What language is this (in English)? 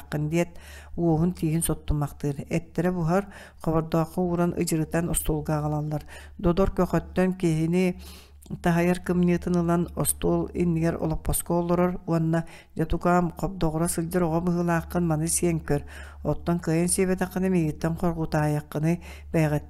Yakut